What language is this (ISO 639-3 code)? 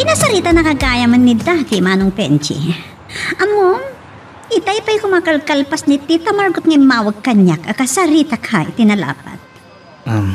ilo